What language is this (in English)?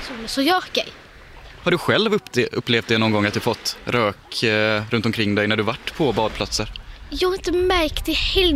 Swedish